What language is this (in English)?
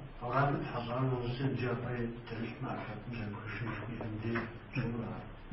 Kabardian